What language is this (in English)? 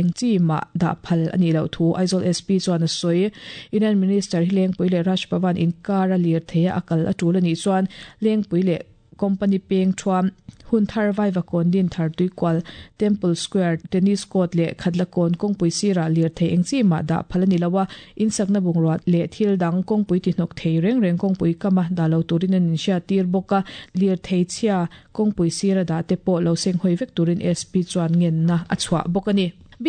Mizo